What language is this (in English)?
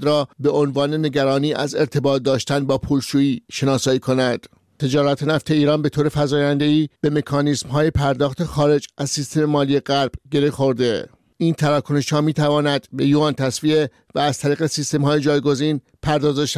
Persian